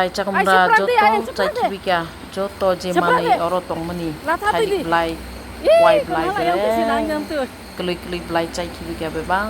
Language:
Kok Borok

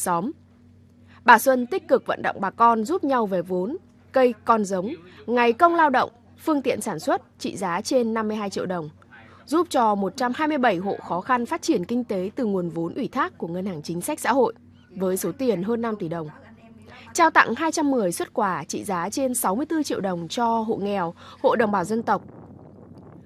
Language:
Vietnamese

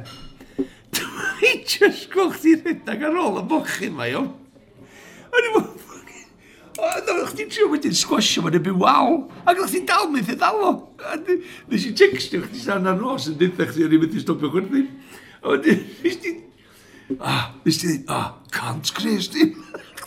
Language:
Welsh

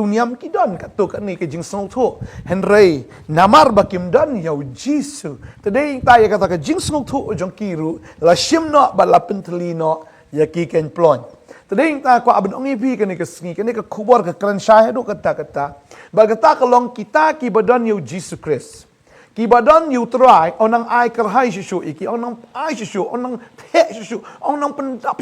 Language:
Khasi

